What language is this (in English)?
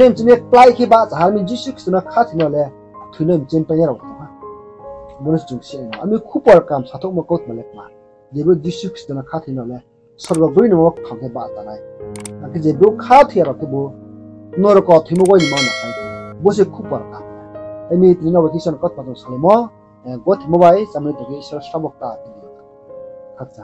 Riang (India)